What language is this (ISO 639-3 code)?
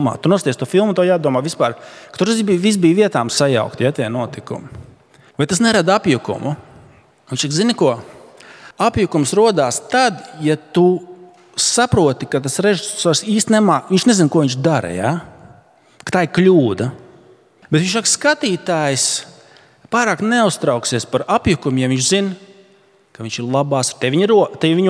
lav